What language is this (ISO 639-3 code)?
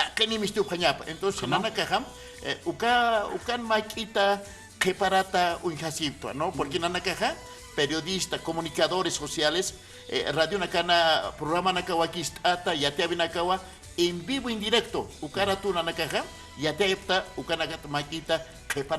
aym